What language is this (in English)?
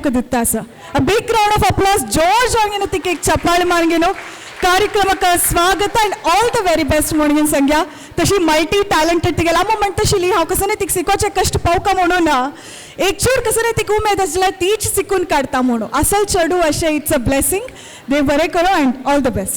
Konkani